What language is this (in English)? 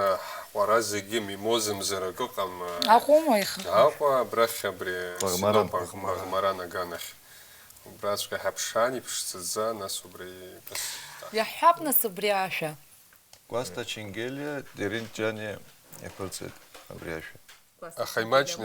Abkhazian